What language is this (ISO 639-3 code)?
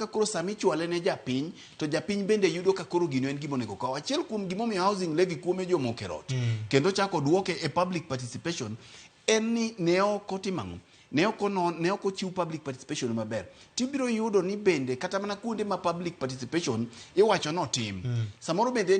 luo